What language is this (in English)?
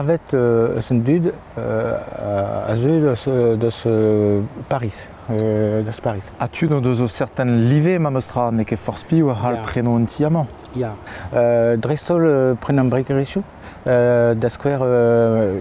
Breton